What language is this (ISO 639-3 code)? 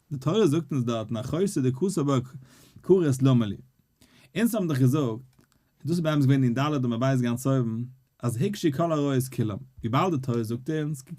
yid